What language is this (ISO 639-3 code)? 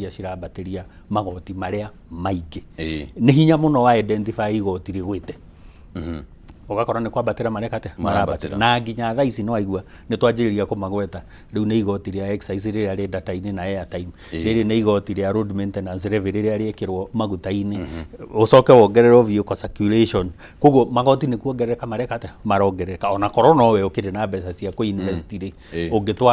kik